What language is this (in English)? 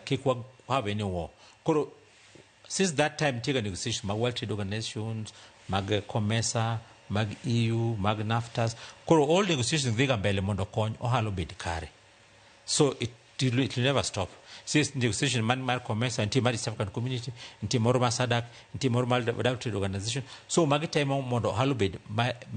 Luo (Kenya and Tanzania)